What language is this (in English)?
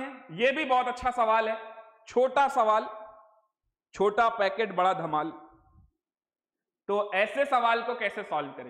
Hindi